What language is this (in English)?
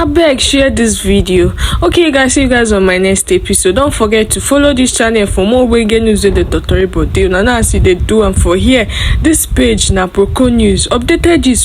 Nigerian Pidgin